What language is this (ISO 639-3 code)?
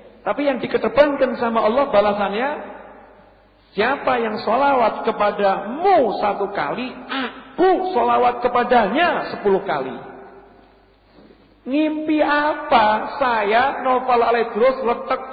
ind